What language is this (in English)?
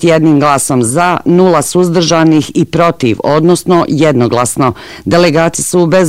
Bosnian